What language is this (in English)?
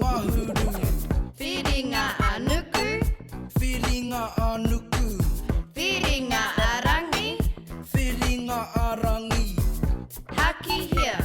Māori